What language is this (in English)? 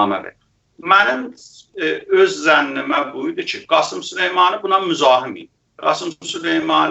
South Azerbaijani